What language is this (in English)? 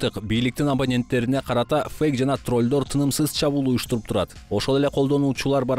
Kyrgyz